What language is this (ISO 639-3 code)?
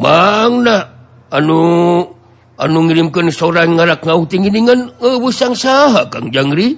sun